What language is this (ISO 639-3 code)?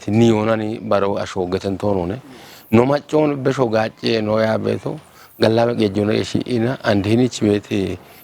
kbr